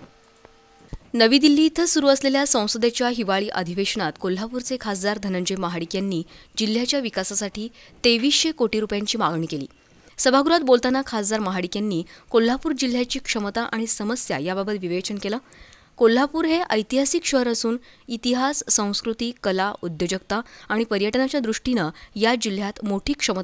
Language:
Marathi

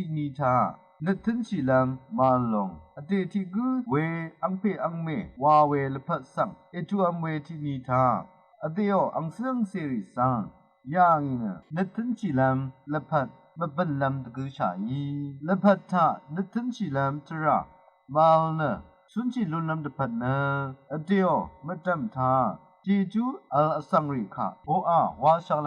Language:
Rawang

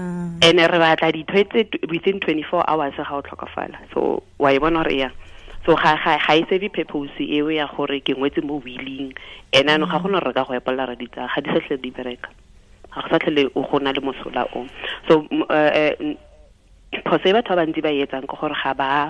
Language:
Tswana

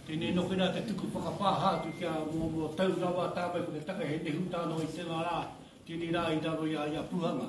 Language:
Māori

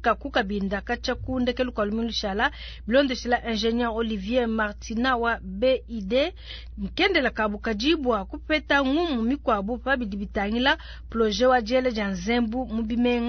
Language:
Luba-Lulua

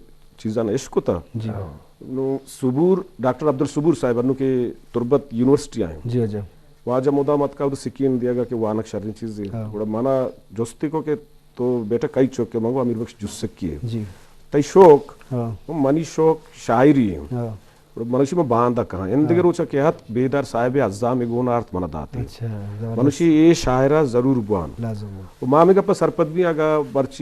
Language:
Eastern Balochi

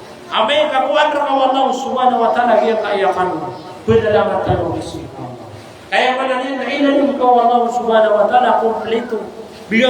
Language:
Maranao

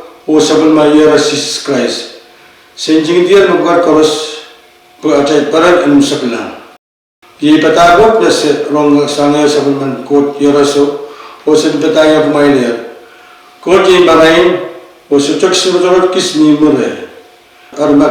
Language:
Pohnpeian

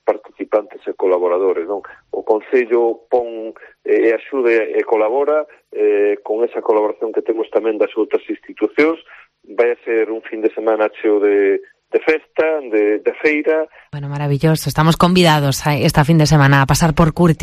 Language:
Galician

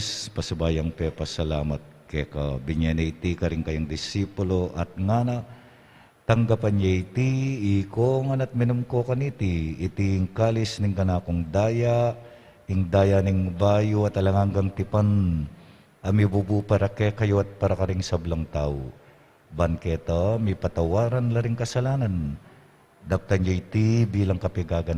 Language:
Pampanga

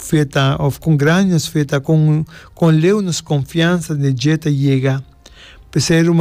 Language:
Papiamento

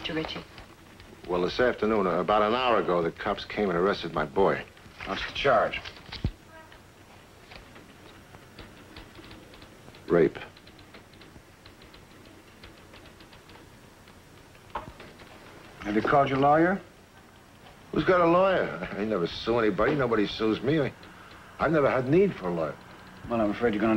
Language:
English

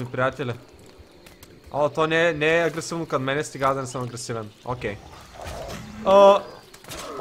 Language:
Bulgarian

